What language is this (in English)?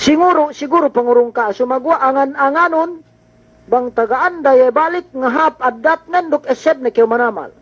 Yakan